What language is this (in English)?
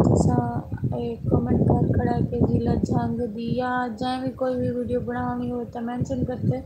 Saraiki